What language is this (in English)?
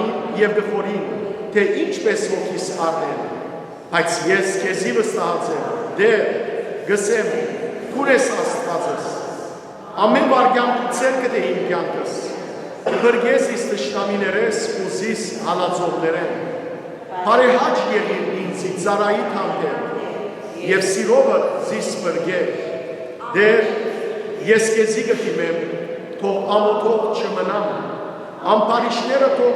Western Armenian